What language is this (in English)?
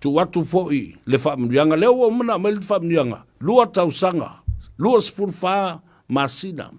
Samoan